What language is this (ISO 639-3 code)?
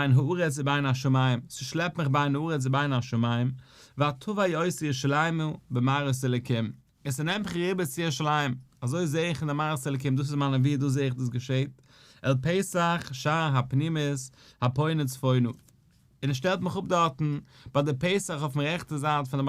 yid